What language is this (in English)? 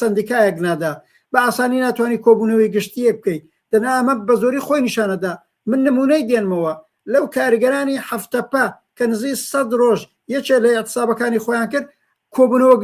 Central Kurdish